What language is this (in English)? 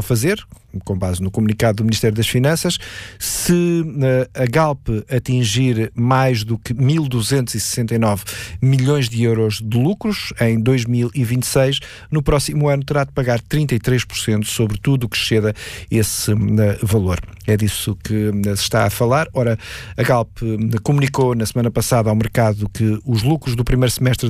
Portuguese